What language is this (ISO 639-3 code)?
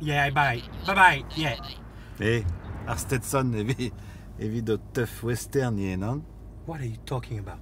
bre